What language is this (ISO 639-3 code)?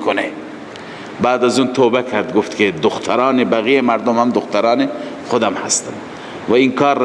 fas